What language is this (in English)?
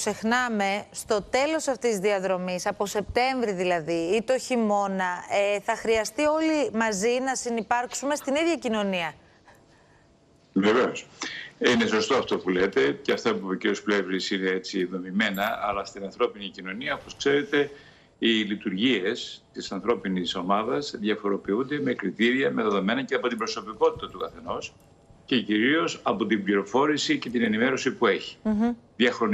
Greek